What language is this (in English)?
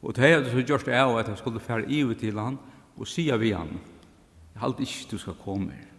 Faroese